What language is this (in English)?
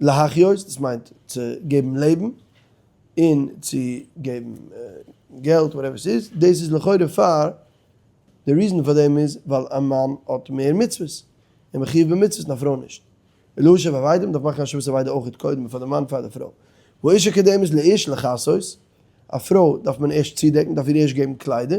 Yiddish